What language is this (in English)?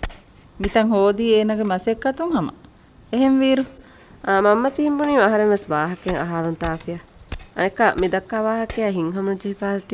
Divehi